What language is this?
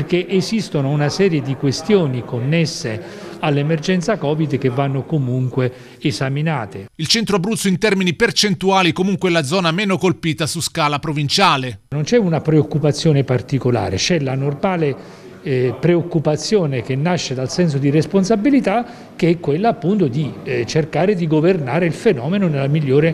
Italian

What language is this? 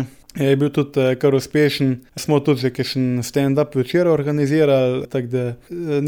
Slovenian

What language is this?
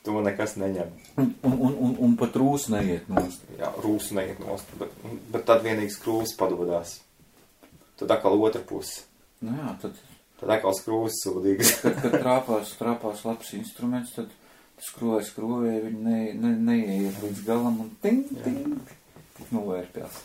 Latvian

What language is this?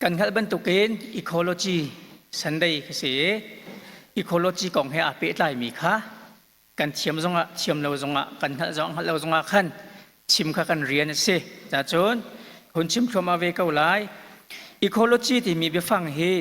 Hakha Chin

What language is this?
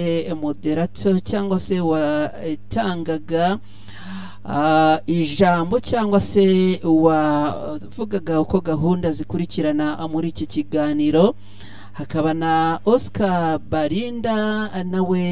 Kinyarwanda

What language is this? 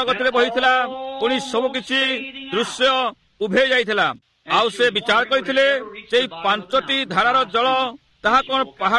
Odia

